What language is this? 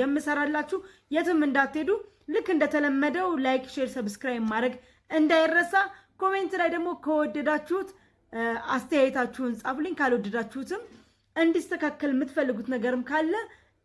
Amharic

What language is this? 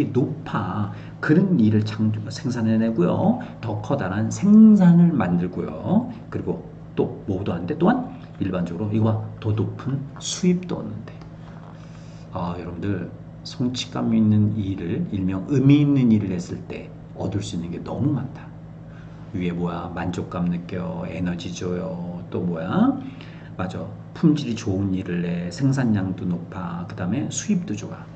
Korean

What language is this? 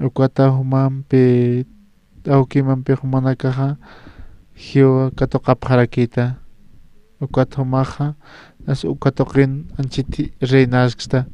Aymara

